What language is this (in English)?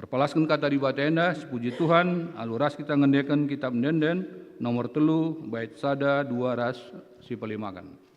Batak Karo